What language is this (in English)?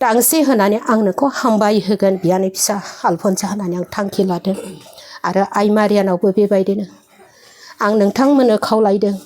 Bodo